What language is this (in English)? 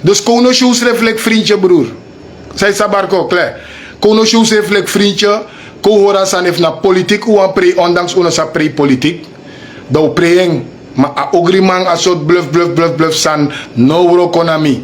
Sranan Tongo